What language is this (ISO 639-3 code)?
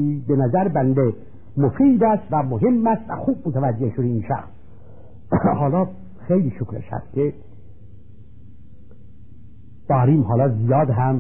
fas